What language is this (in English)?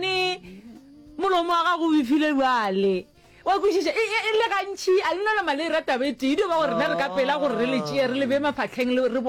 Northern Sotho